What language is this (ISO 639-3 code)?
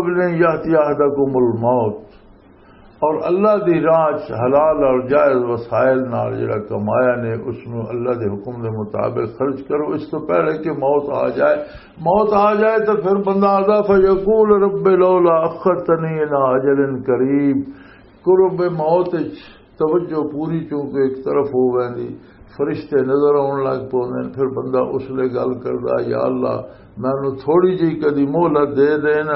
lah